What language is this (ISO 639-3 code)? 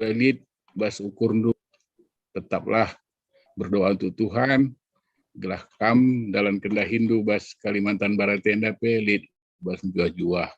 btx